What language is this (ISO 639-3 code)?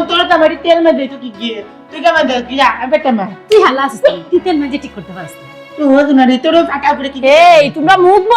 syl